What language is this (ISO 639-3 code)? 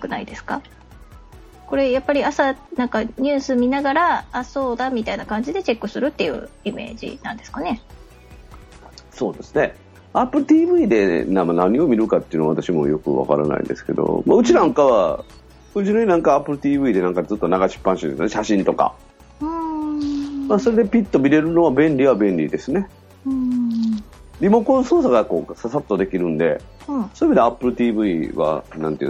jpn